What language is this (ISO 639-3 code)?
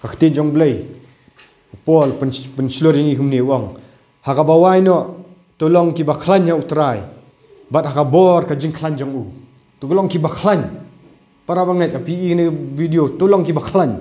kha